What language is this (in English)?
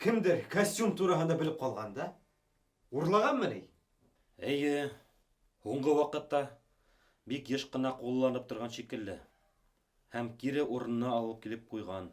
Bashkir